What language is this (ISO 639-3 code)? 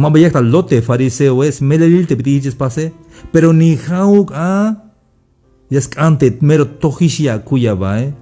tzh